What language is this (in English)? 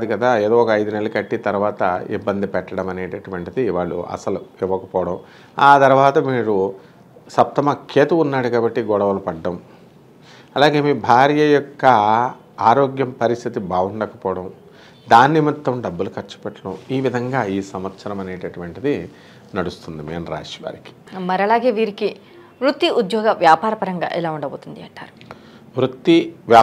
Telugu